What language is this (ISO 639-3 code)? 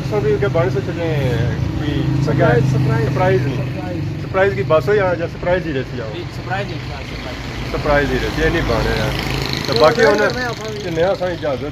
phr